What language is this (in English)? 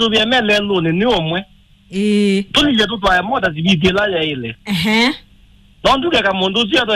Kamba